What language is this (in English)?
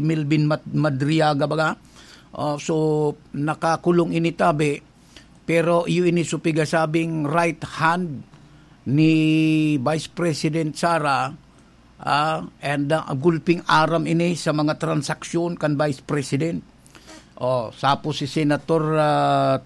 Bikol